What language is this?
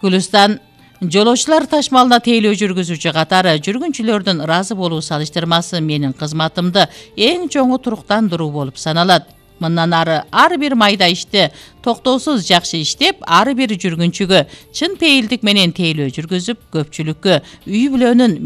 Kyrgyz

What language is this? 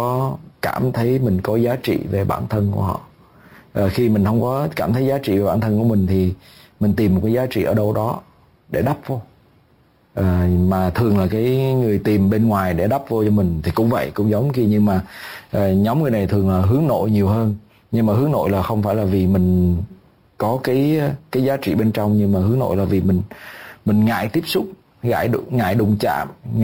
Vietnamese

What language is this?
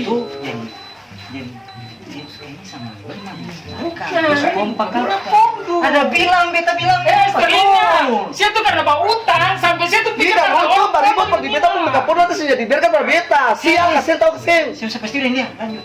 Ambonese Malay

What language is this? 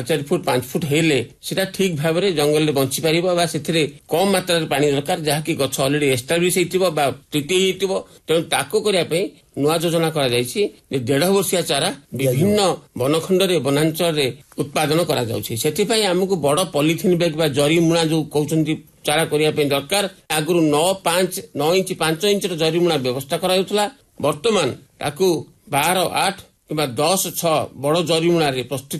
Odia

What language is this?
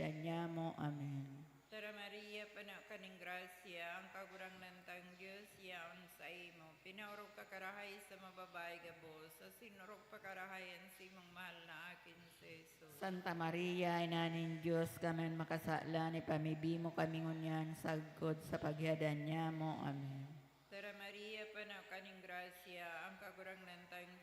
Bikol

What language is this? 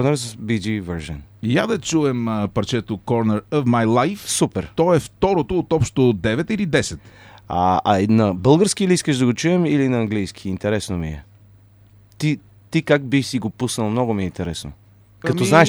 Bulgarian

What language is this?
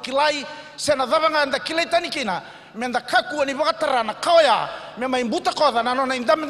Fijian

